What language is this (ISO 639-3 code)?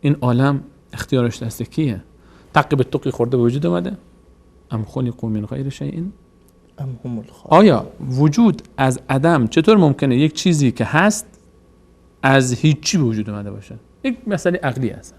fas